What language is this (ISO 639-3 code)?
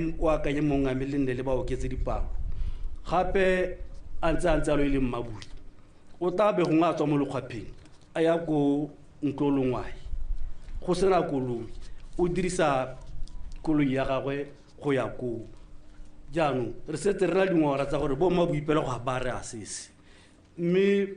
tsn